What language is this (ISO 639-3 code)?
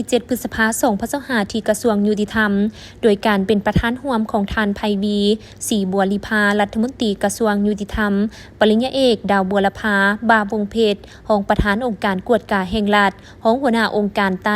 lao